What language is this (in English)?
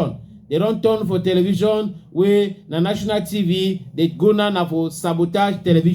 Cameroon Pidgin